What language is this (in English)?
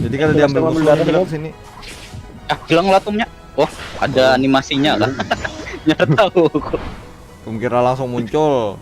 Banjar